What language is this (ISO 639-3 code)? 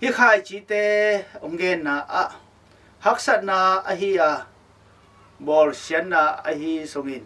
ctd